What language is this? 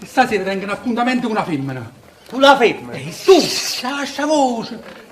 Neapolitan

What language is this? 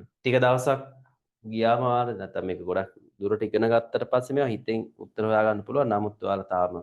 Sinhala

